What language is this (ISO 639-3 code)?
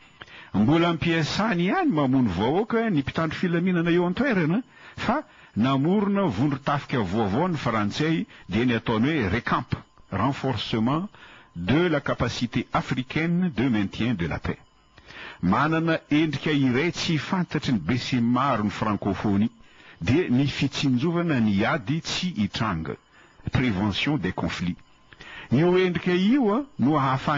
mlg